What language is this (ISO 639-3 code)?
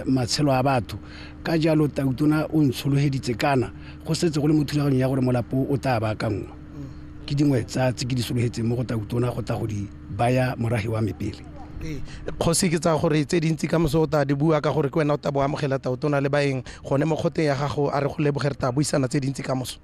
tsn